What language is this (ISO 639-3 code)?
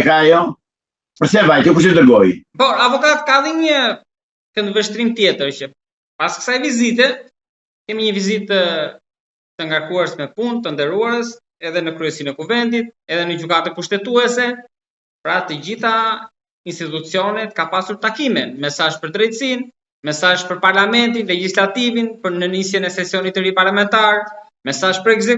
sqi